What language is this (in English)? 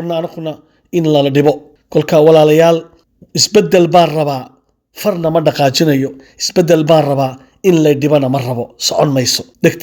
Somali